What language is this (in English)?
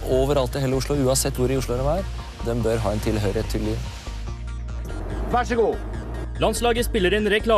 Norwegian